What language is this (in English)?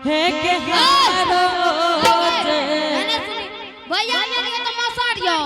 Angika